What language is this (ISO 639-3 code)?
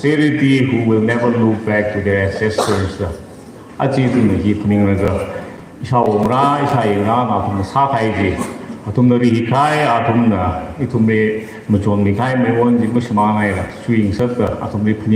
nmf